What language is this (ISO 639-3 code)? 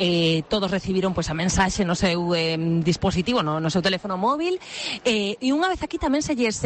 glg